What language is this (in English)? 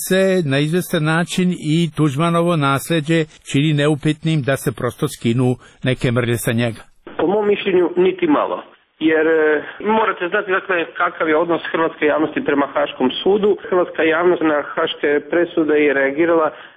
Croatian